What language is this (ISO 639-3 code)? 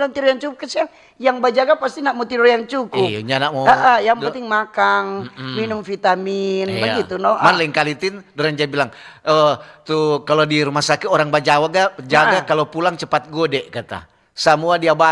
xmm